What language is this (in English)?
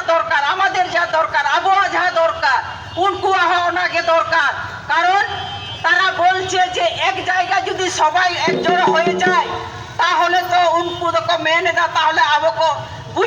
Santali